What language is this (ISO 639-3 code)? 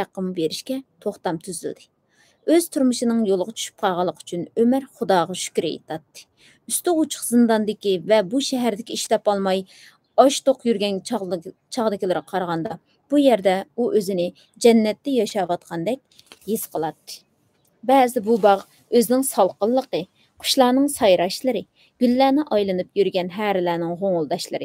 uig